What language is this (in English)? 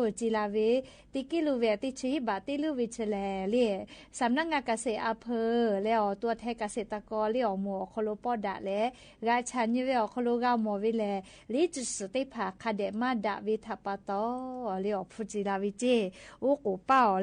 Lahu